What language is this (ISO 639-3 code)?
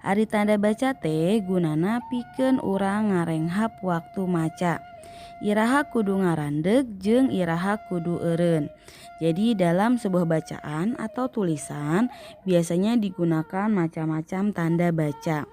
sun